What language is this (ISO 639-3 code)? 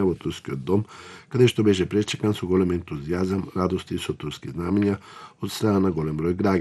mkd